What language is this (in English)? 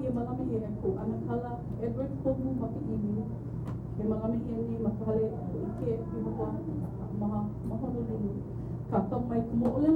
Hawaiian